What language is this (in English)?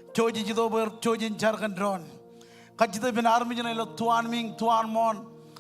Marshallese